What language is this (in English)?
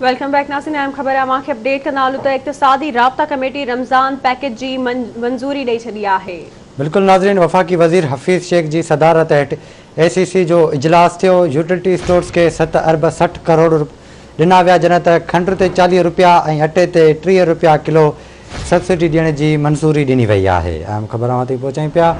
Sindhi